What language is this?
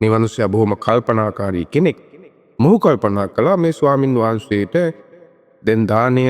Sinhala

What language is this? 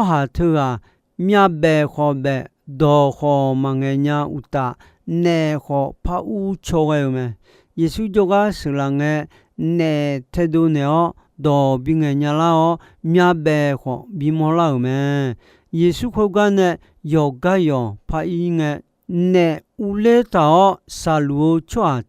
Akha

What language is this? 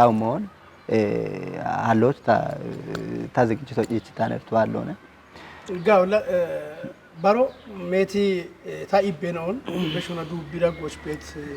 Kafa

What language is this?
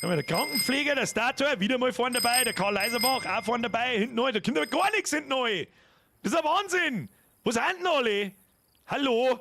Bavarian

